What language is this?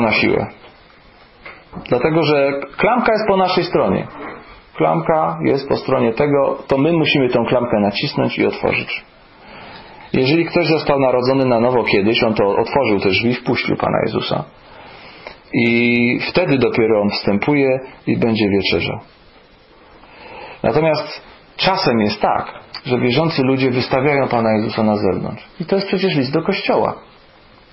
Polish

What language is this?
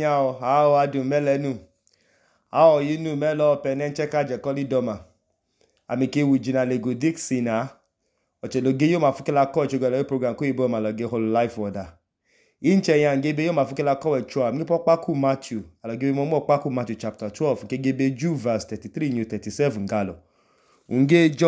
Idoma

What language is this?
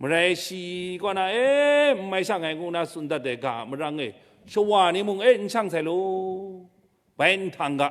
Kachin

